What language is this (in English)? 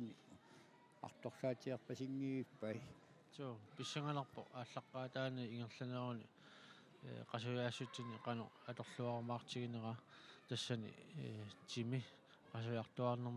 Kalaallisut